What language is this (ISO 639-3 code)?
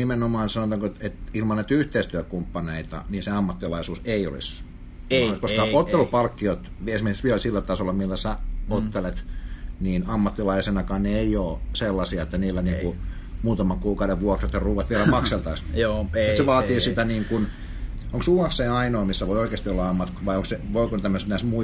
fin